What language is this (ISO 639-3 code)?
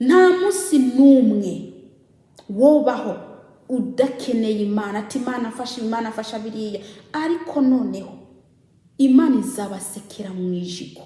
kin